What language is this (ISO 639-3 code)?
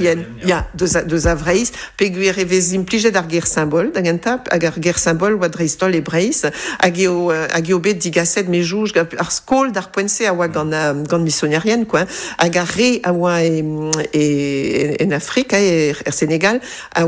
bre